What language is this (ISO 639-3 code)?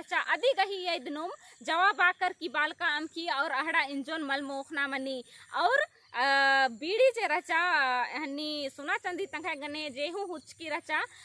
kru